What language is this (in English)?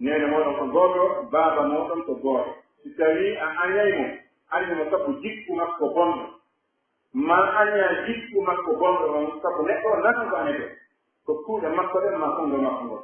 Pular